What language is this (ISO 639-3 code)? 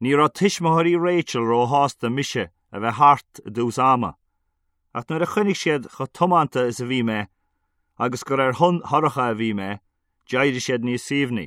gle